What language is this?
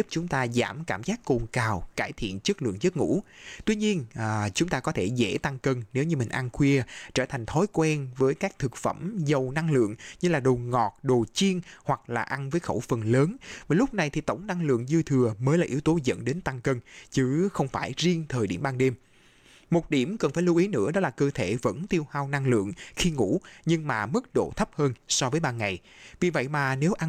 Vietnamese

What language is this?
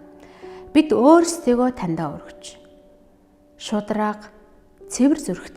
Mongolian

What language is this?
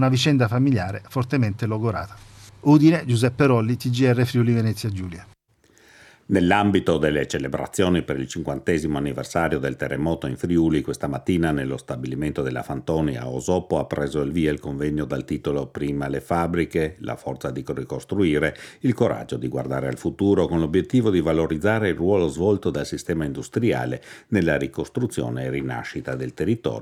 Italian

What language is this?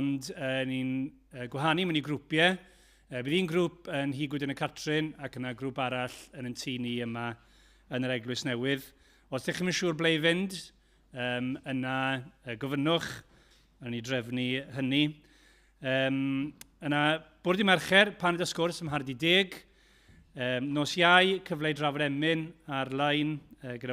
Welsh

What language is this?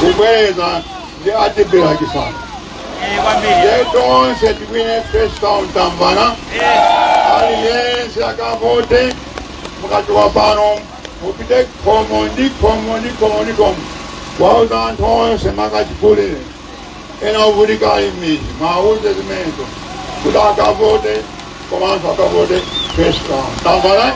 Nyanja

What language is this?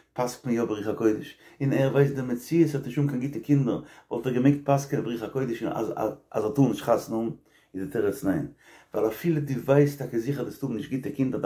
Yiddish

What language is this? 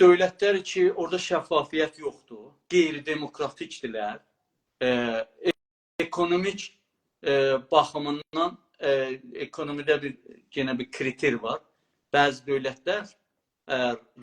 South Azerbaijani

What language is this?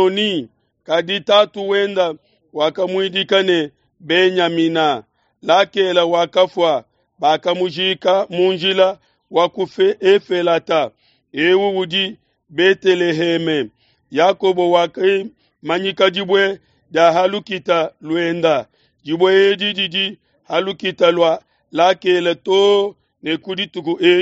Luba-Lulua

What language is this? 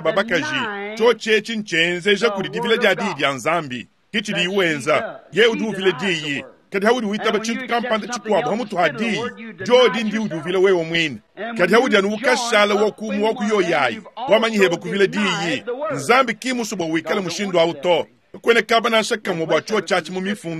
Luba-Lulua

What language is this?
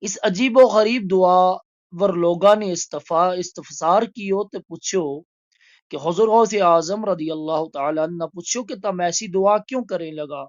Gujari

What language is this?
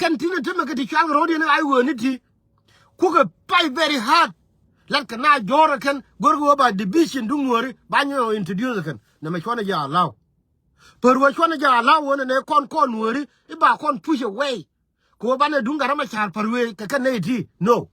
Nuer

